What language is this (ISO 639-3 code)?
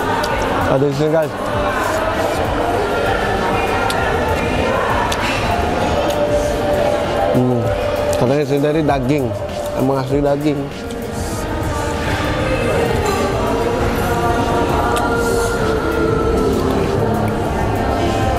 ind